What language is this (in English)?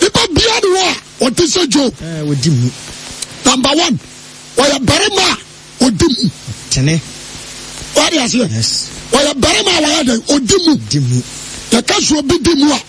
Akan